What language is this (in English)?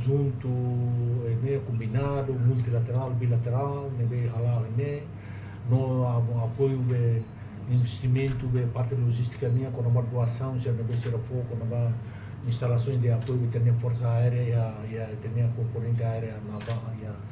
Tetum